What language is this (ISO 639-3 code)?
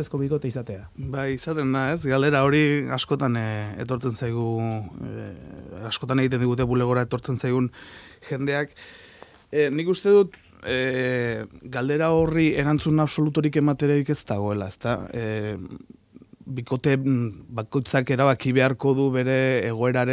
eus